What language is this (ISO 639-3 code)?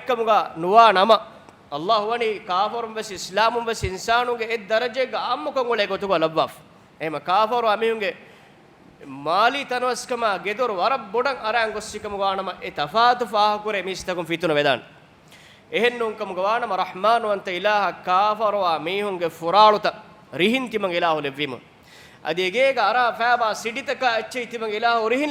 div